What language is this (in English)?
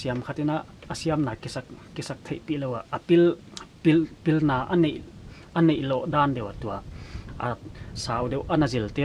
Paite Chin